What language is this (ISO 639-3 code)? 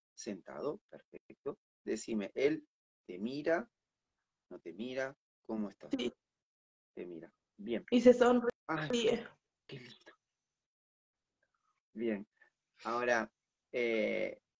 spa